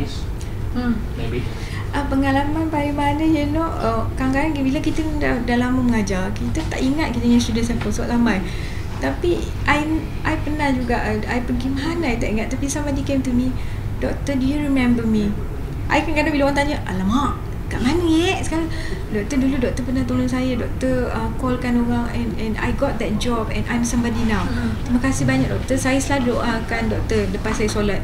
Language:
Malay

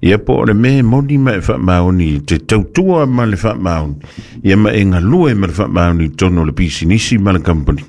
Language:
Samoan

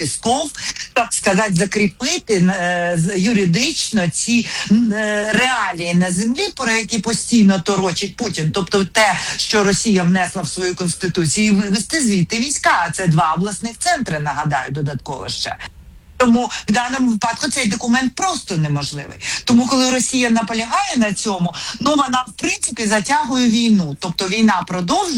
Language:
Ukrainian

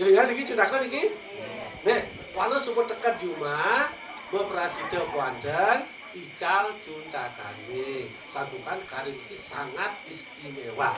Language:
Balinese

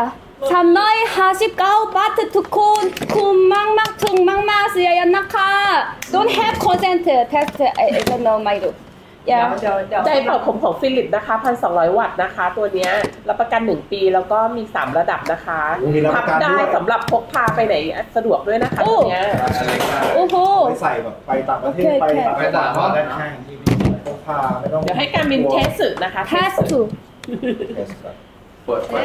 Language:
Thai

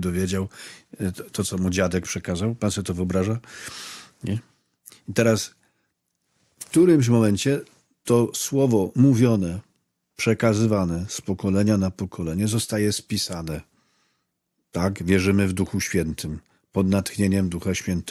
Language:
Polish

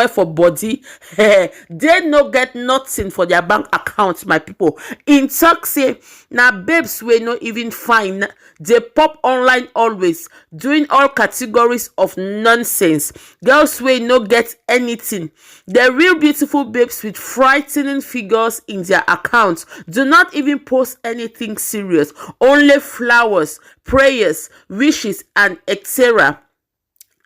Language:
Nigerian Pidgin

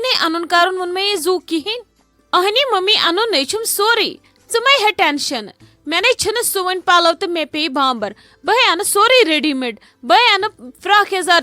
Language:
Kashmiri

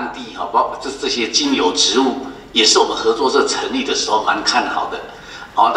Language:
Chinese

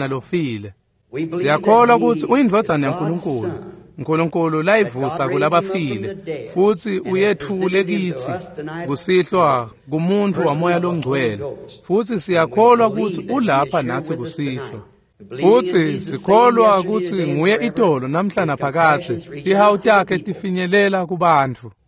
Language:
Swati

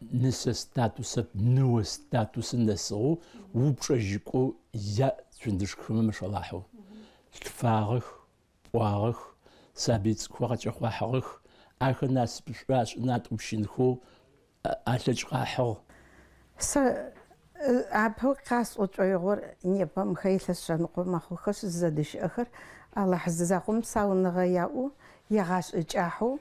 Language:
Adyghe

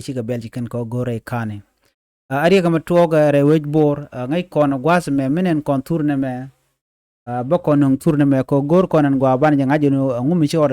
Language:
Nuer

